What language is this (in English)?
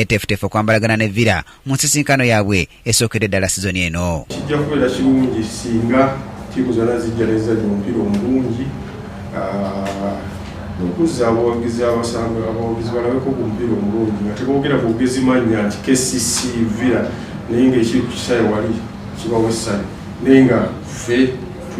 Ganda